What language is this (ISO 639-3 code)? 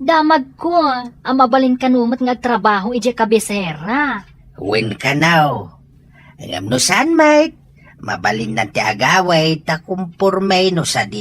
ilo